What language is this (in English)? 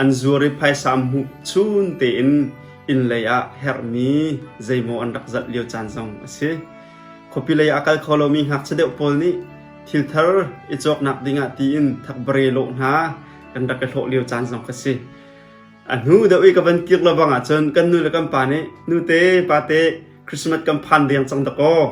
Hakha Chin